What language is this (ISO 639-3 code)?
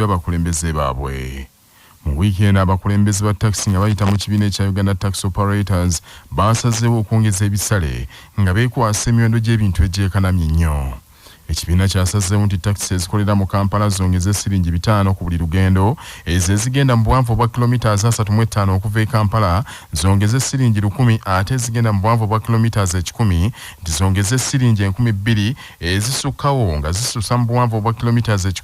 lug